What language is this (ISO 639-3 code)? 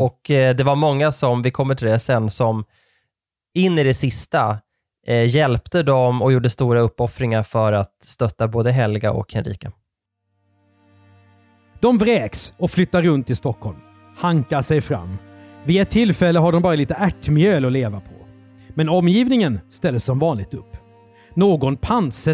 swe